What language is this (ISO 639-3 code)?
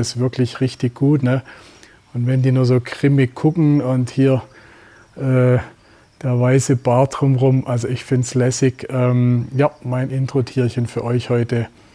deu